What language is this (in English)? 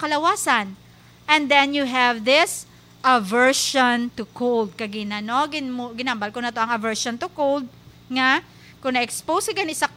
Hiligaynon